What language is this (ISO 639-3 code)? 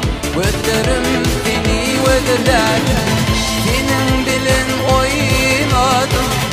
tuk